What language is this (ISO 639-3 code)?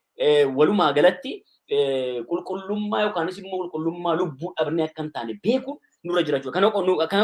orm